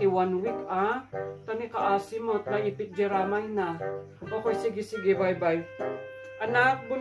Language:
Iloko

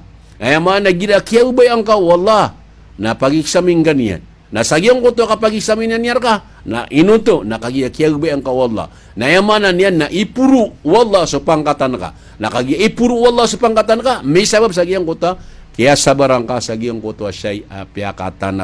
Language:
Maranao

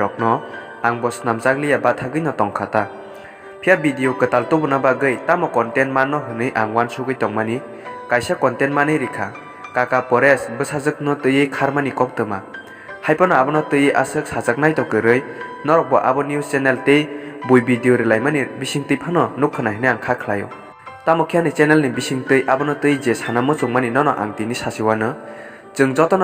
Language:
Kok Borok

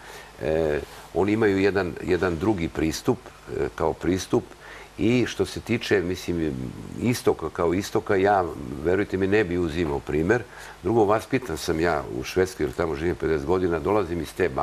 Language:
Serbian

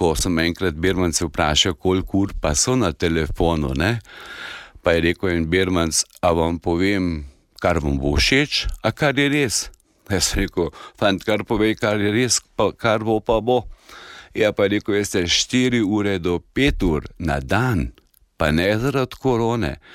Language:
Slovenian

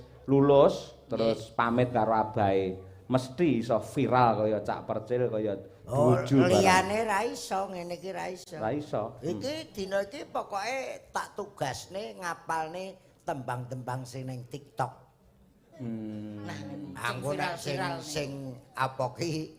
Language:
Javanese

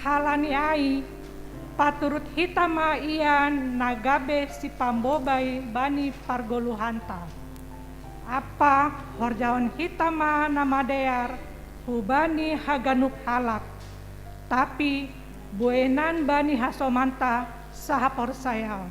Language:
Batak Simalungun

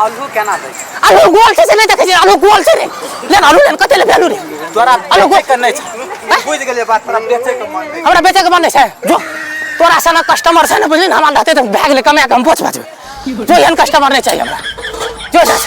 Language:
Maithili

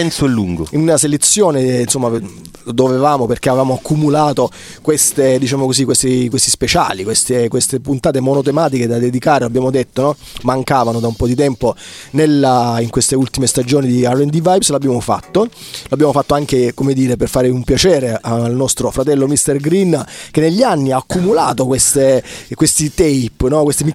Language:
Italian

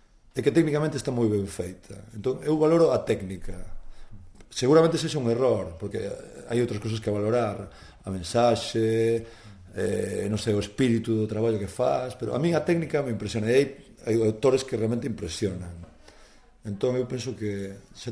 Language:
Galician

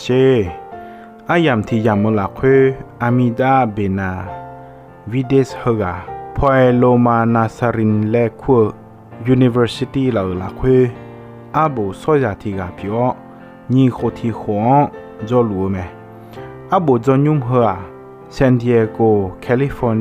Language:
Akha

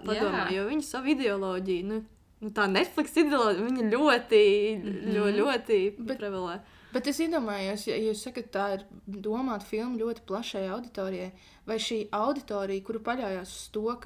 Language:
Latvian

